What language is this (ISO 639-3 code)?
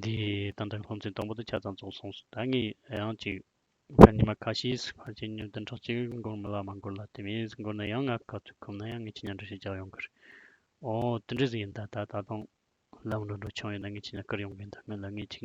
bod